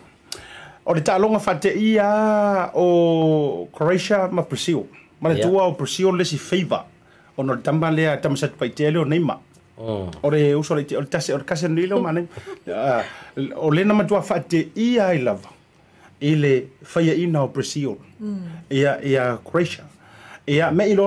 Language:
Samoan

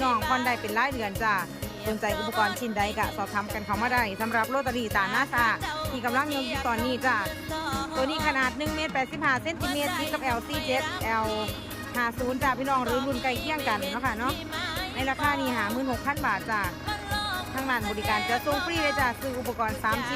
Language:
Northeastern Thai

